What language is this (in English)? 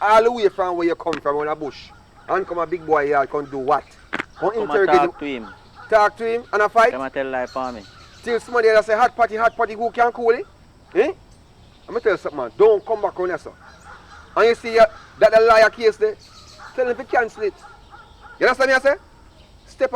Jamaican Creole English